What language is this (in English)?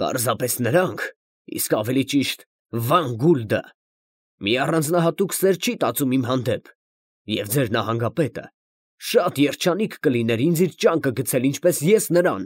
Armenian